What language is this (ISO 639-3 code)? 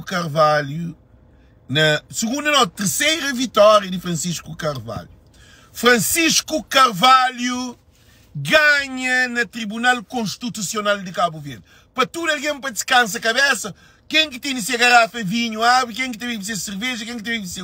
kea